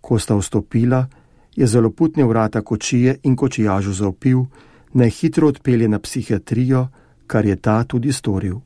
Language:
Slovenian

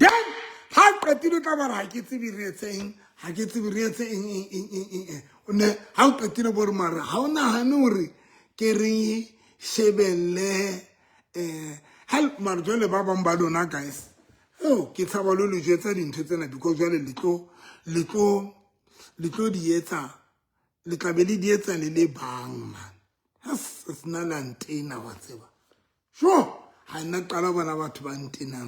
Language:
Southern Sotho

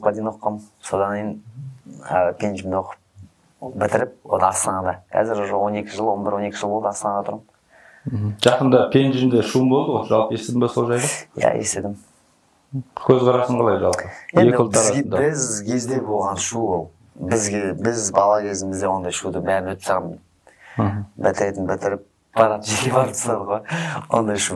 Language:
Kazakh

